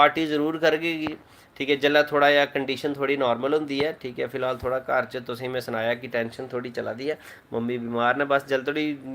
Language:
Dogri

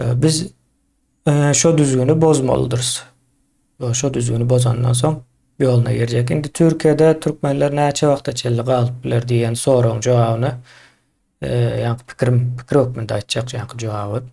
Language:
Turkmen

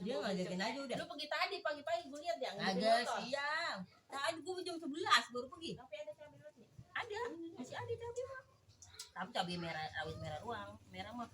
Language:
Betawi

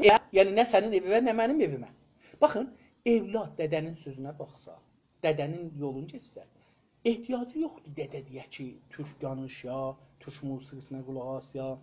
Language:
South Azerbaijani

